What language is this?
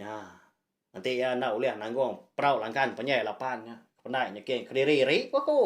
Iban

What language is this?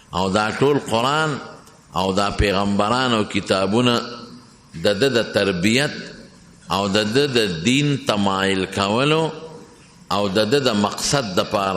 Pashto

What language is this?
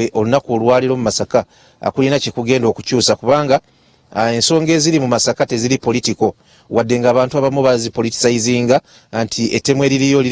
Ganda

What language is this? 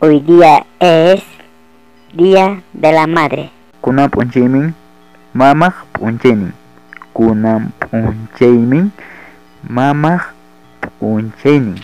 Ayacucho Quechua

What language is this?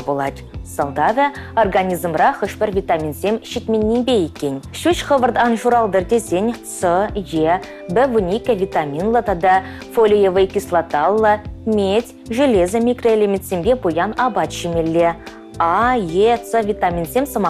Chuvash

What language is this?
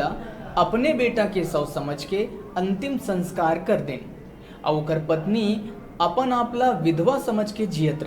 Chhattisgarhi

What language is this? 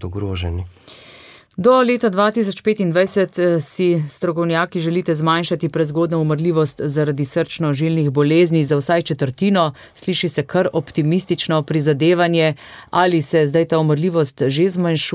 Slovenian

